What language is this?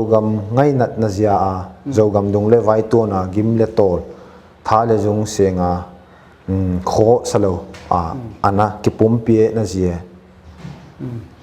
Paite Chin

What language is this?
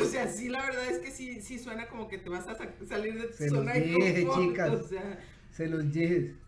Spanish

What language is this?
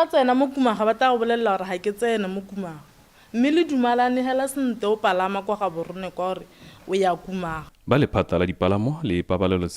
Tswana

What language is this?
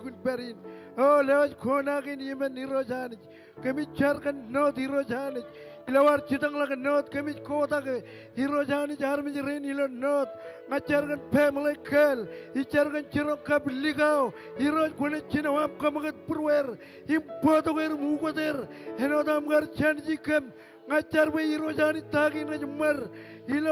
Marshallese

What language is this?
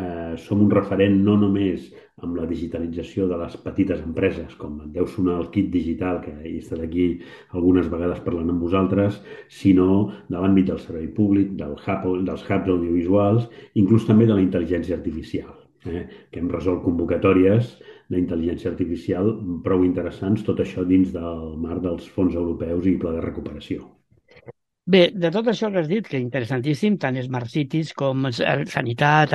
Catalan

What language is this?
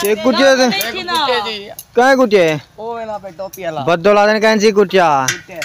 Saraiki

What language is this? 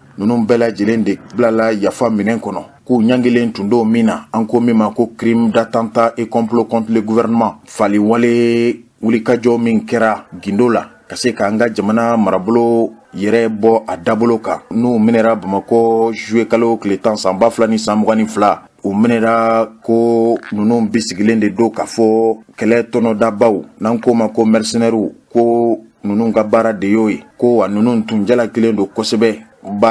Bambara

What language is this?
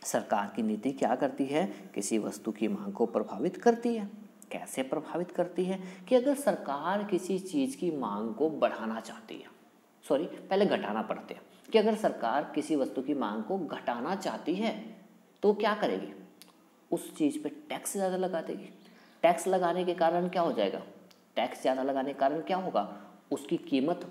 Hindi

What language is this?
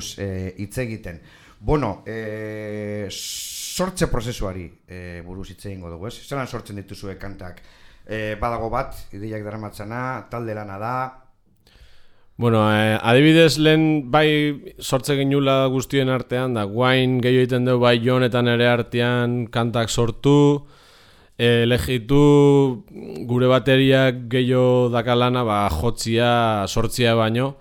Basque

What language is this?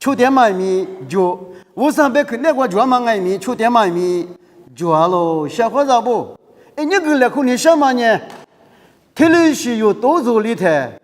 Lisu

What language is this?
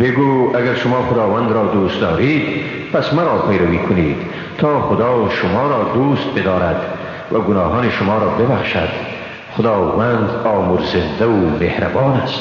Persian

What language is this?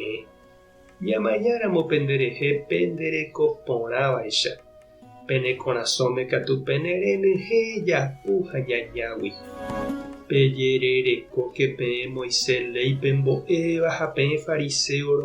Guarani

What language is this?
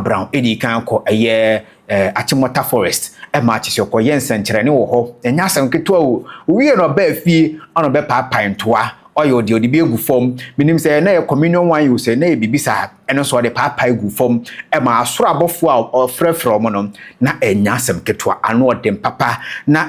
Akan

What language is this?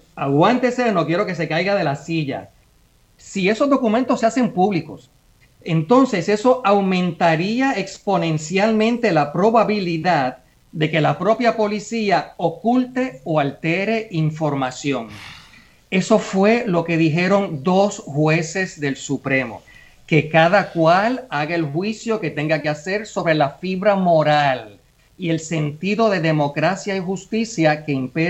Spanish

